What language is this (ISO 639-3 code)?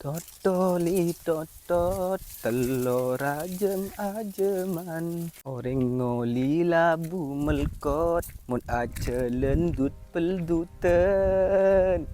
mad